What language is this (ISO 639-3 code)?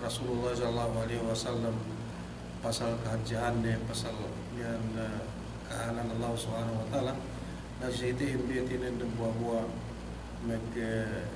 yka